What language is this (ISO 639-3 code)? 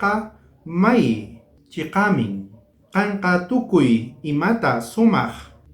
quh